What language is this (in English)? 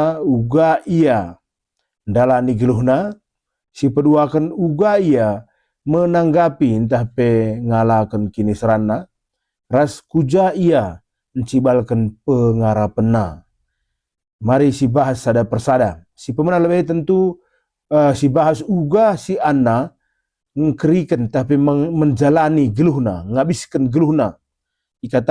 Batak Karo